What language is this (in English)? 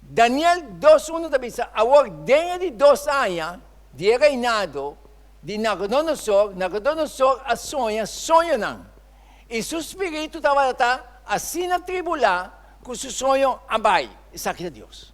Papiamento